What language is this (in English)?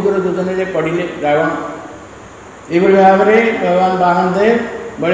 Odia